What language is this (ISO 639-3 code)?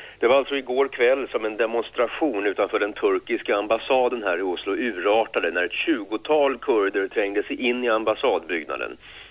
swe